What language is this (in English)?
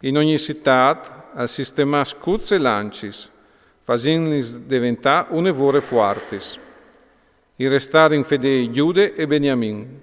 Friulian